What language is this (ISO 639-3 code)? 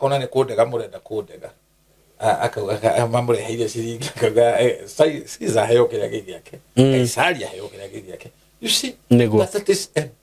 kik